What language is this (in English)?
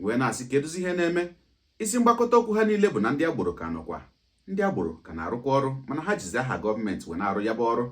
Igbo